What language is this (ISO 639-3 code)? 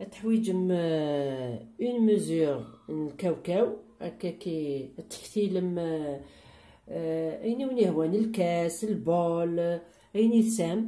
kab